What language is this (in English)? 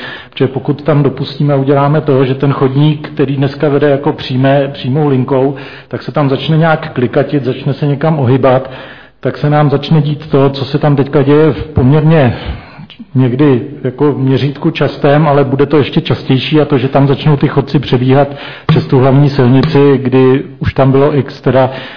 Czech